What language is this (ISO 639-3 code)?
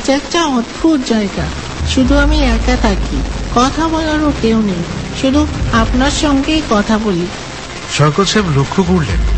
ben